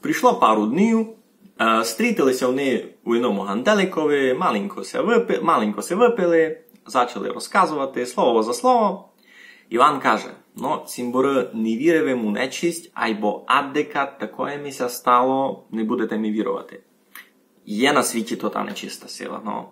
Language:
Rusyn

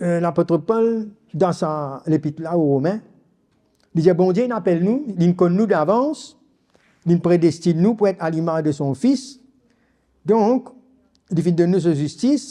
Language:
Morisyen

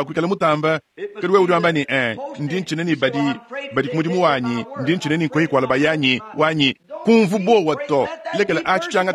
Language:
Luba-Lulua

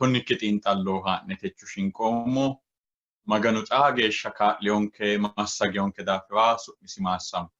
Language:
Sidamo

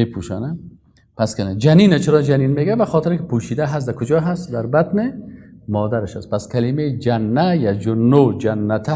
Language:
Persian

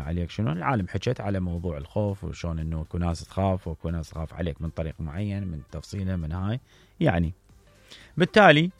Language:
Mesopotamian Arabic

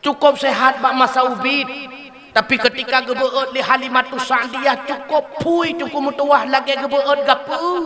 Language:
Achinese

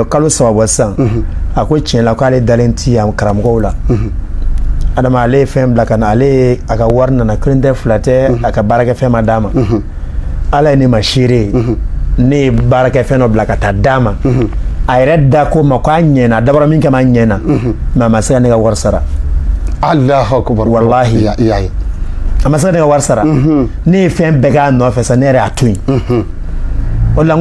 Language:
Bambara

